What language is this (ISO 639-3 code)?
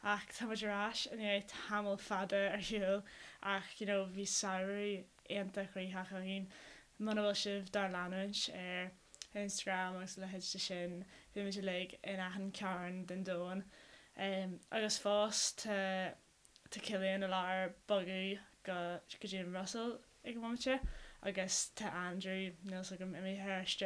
gle